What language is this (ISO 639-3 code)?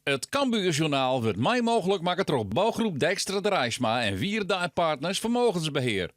fry